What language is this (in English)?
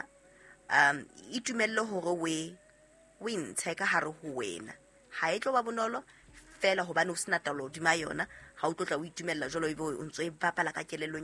Southern Sotho